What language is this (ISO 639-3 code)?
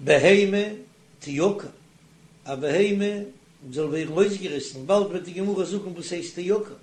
yid